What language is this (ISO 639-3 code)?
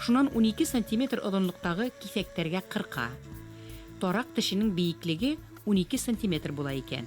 bak